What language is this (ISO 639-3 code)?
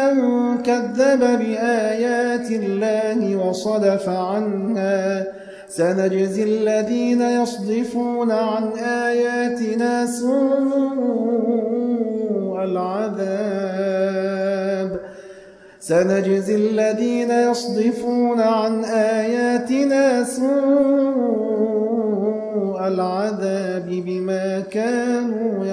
ara